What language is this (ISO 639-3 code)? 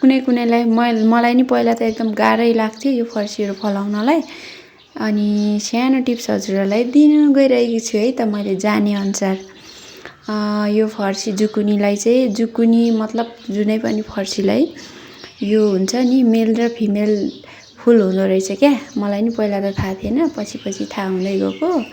nep